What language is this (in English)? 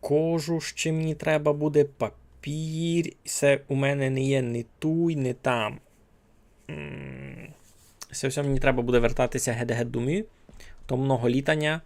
Rusyn